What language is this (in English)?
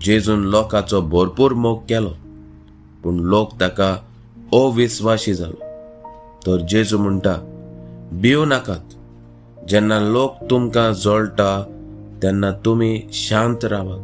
Konkani